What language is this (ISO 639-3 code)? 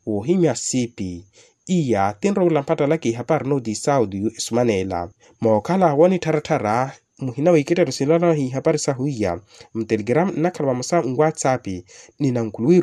vmw